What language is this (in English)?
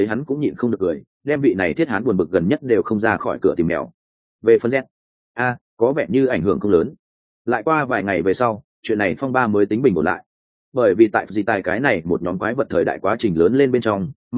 Vietnamese